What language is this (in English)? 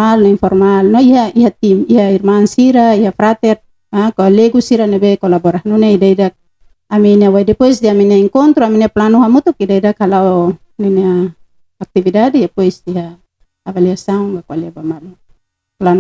Tetum